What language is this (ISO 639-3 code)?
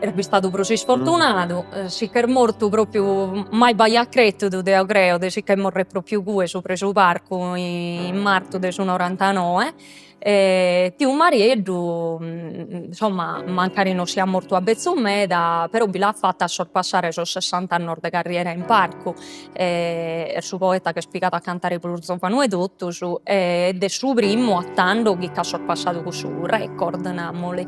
srd